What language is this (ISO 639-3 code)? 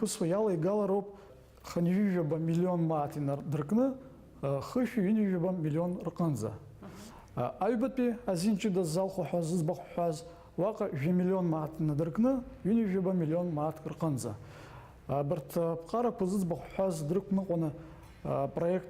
abk